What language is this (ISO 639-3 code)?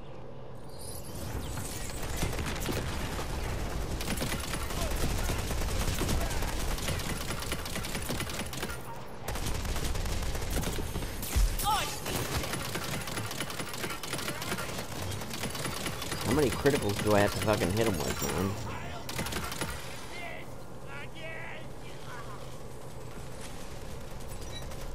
eng